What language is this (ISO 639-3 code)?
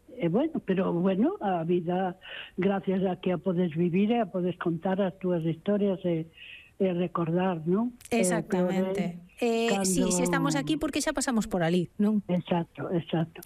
glg